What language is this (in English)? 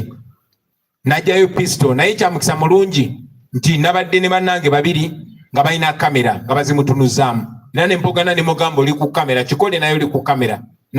Ganda